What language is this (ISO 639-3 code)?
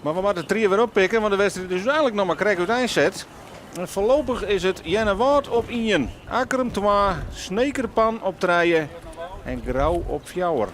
fry